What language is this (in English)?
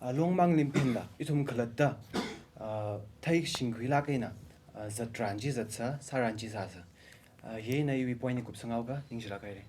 Tangkhul Naga (India)